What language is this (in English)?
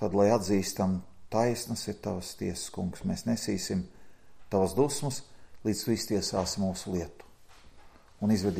Latvian